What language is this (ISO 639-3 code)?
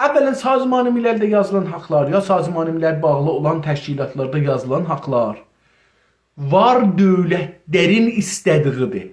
azb